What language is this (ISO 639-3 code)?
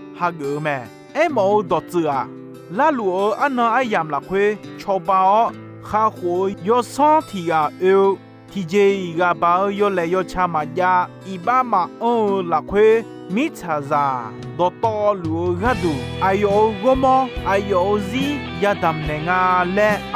ahk